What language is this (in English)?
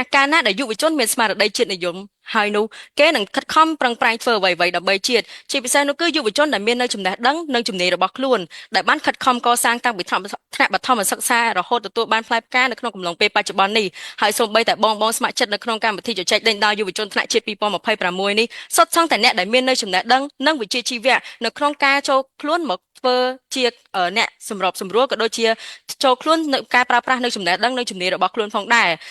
Khmer